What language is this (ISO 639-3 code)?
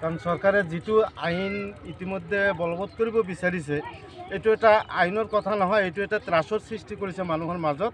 asm